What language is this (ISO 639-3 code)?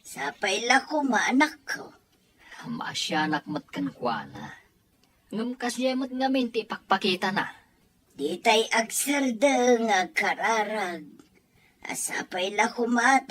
ilo